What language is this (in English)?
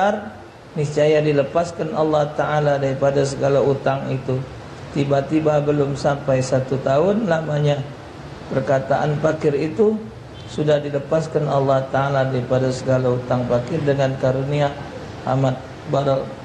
Musi